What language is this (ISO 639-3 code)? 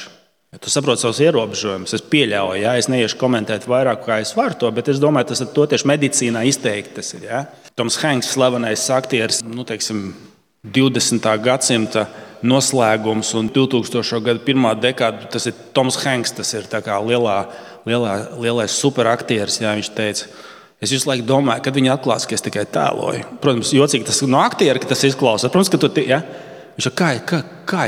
lav